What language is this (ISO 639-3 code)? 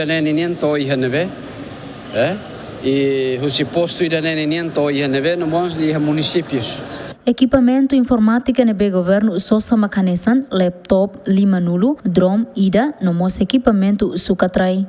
tet